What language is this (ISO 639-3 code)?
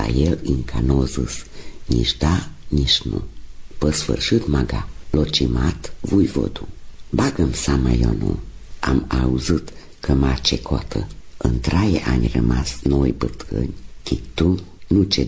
ron